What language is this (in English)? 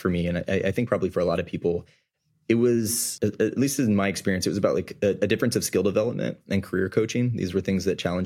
English